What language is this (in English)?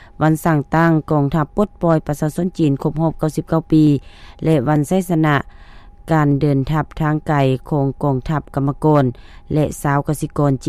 Lao